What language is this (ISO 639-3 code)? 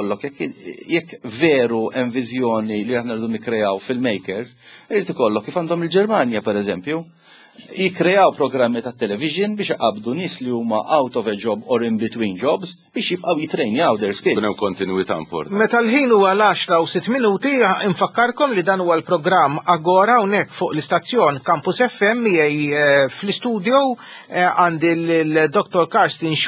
mlt